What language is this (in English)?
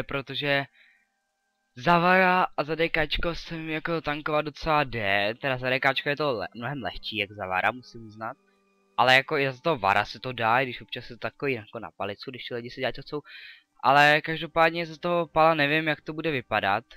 Czech